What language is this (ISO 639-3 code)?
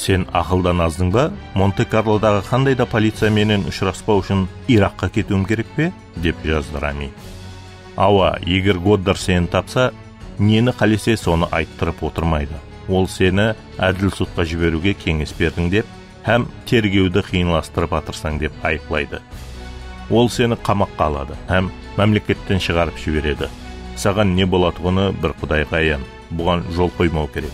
kaa